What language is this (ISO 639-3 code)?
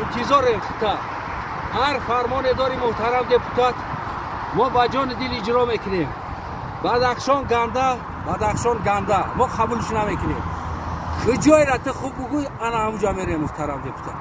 tgk